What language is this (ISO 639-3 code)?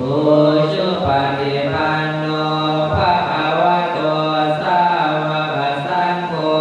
pli